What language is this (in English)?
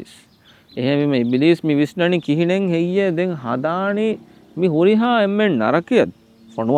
Divehi